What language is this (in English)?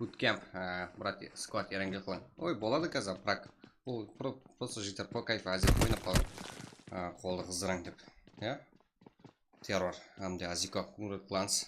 Kara-Kalpak